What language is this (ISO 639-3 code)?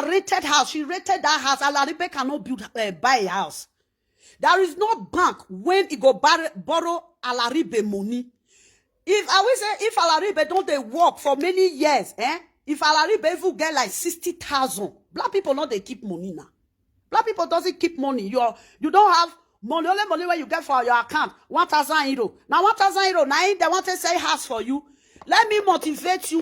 pcm